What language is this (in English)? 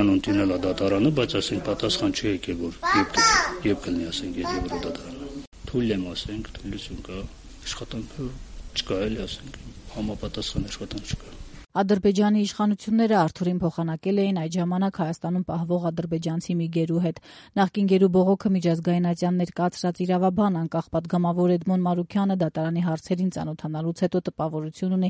Armenian